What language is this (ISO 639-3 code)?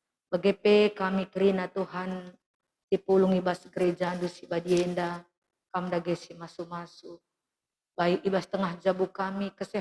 btx